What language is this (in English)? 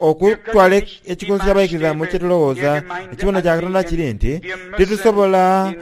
Soga